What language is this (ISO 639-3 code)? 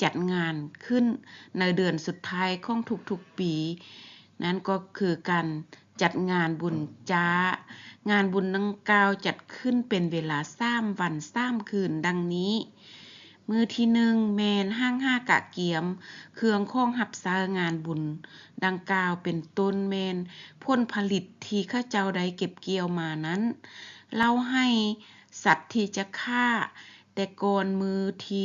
lao